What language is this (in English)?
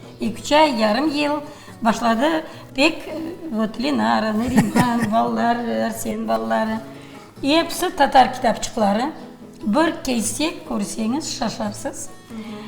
Crimean Tatar